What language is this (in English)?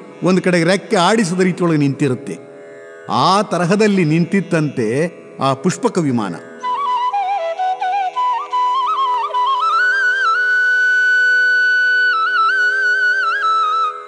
Kannada